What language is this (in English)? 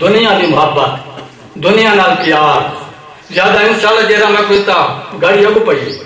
Saraiki